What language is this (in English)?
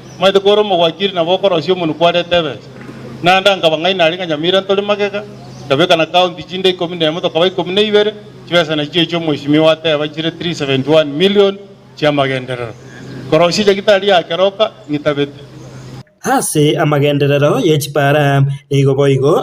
Gusii